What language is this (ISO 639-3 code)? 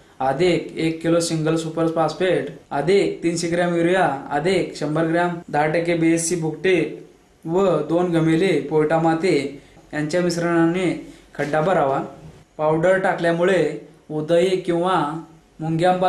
mar